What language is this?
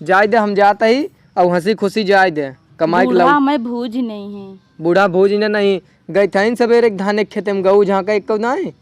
Awadhi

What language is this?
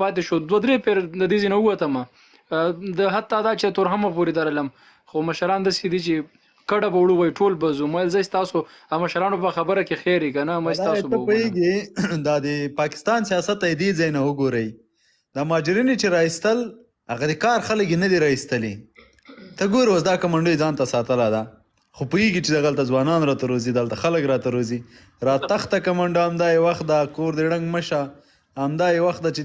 Pashto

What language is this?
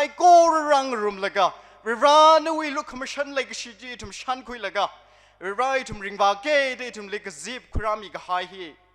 Tangkhul Naga (India)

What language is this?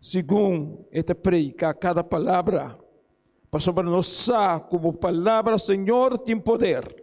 Papiamento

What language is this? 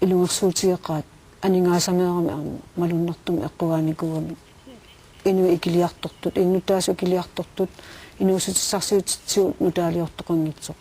Kalaallisut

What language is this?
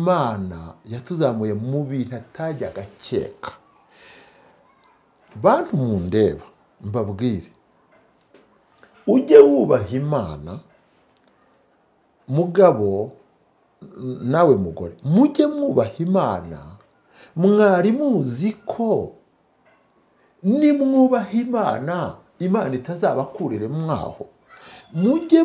Kinyarwanda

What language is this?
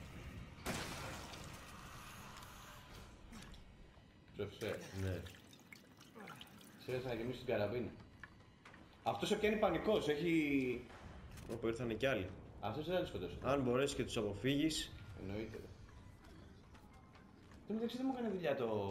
Greek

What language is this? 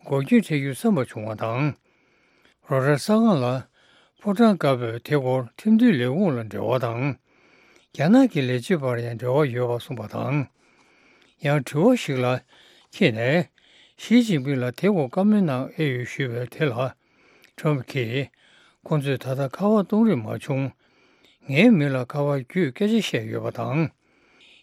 Tibetan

